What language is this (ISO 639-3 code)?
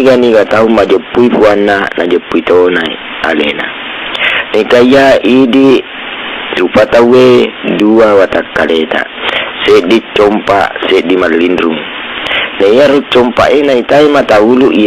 bug